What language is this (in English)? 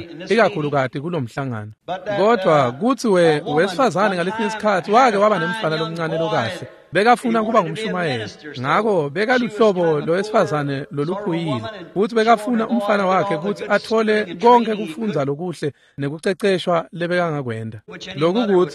Swati